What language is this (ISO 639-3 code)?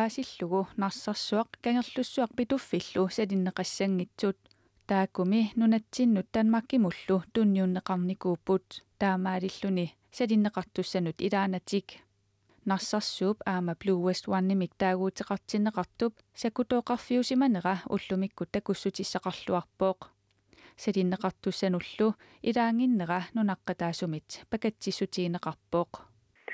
kal